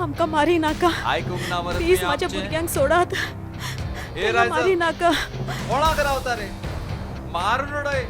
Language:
Konkani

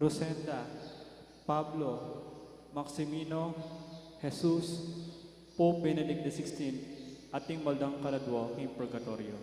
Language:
Pampanga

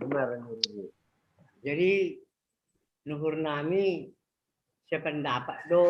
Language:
Batak Simalungun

